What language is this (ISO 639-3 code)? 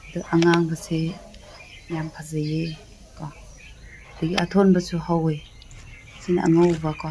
mni